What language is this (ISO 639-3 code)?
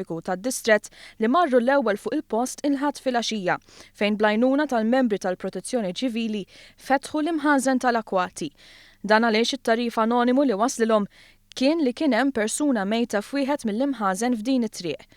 mlt